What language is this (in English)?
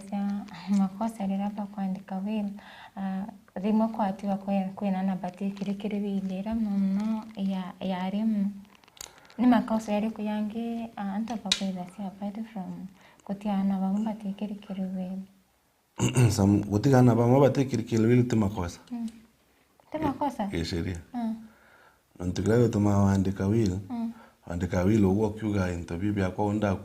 Meru